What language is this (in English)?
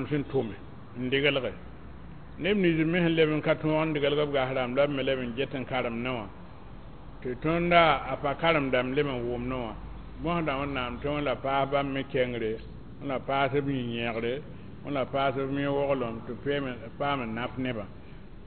Mossi